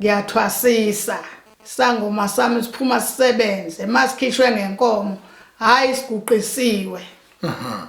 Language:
Zulu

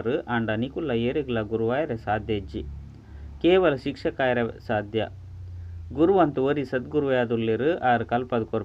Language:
Tulu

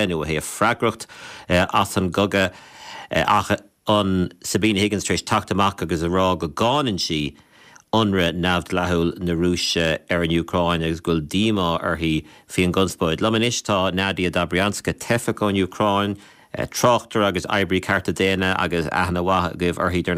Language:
Irish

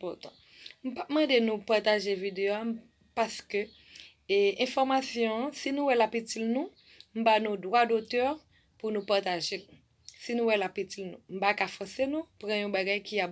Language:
Haitian Creole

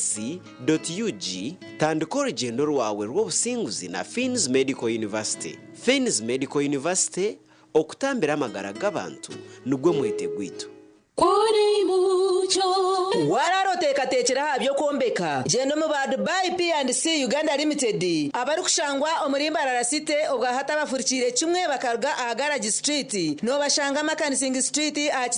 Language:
Nyankole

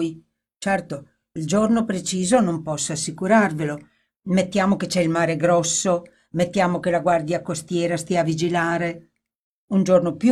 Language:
Italian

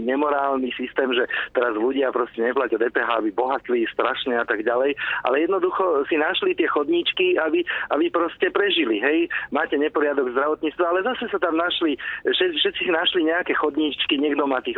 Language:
Slovak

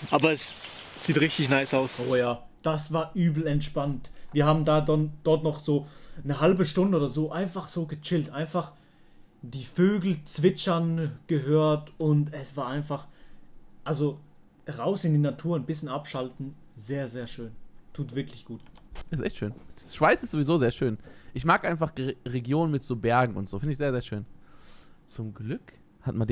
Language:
Swiss German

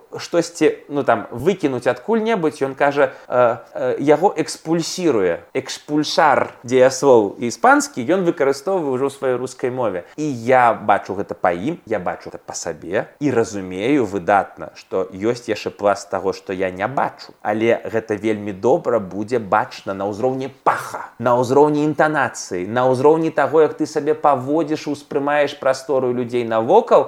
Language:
Belarusian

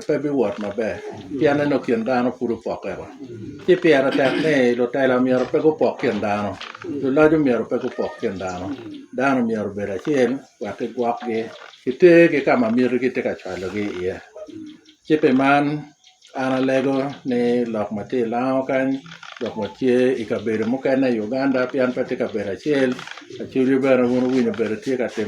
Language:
Lango (Uganda)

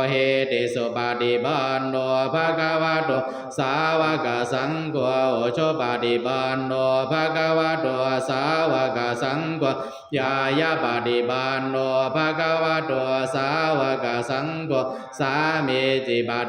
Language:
Pali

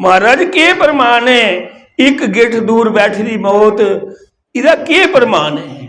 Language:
Dogri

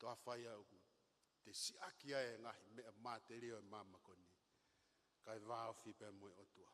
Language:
Tongan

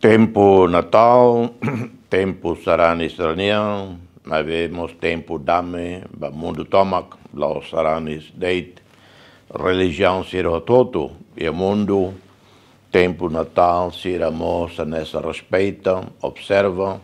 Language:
Tetum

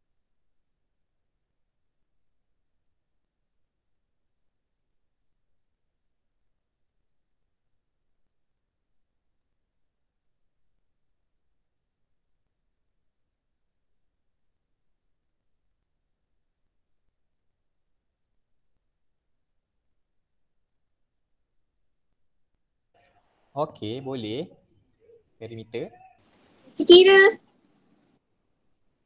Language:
Malay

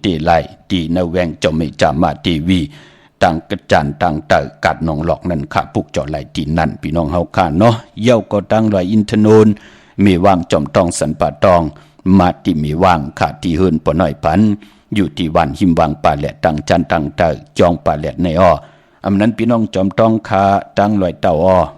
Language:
Shan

